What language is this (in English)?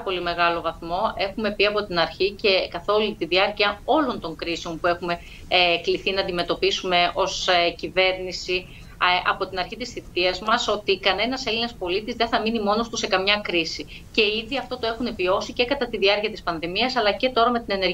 Greek